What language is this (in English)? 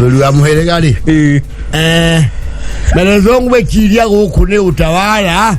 Kikuyu